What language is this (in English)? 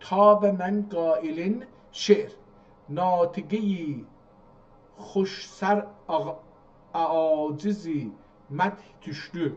South Azerbaijani